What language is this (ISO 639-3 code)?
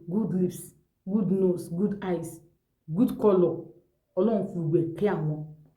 yor